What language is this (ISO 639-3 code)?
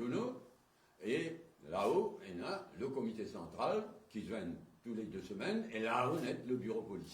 mfe